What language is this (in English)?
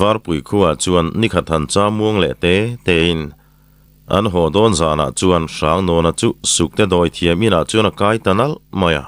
Mizo